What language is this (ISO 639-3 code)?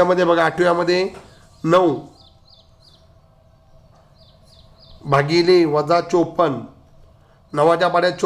mar